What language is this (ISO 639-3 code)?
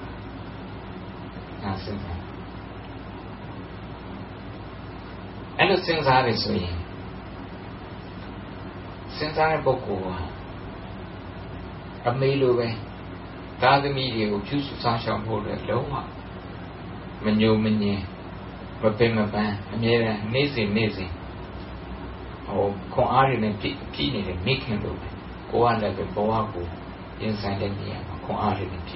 mya